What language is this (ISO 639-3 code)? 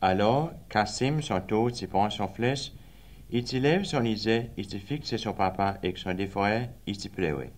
crs